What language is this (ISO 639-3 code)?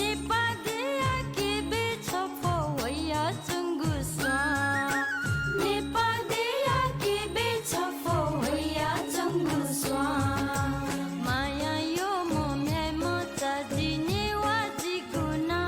new